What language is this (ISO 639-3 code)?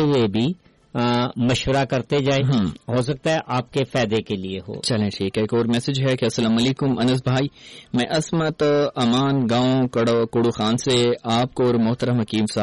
urd